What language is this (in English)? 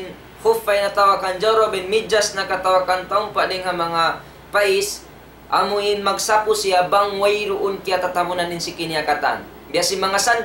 Tausug